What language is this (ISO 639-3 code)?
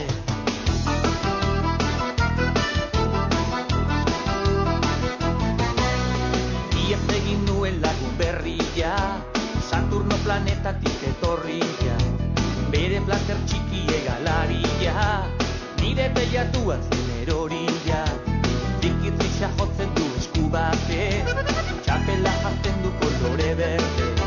eus